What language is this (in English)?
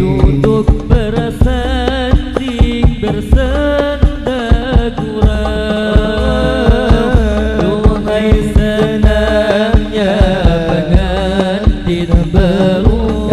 Banjar